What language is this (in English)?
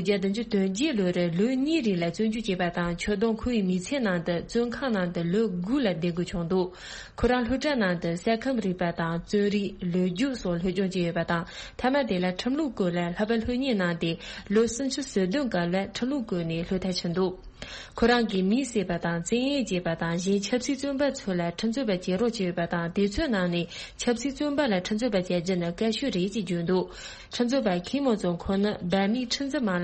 Tibetan